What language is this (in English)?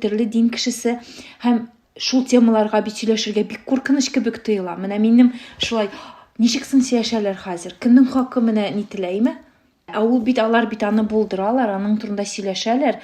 Tatar